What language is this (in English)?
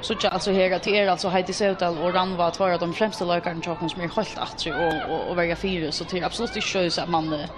Faroese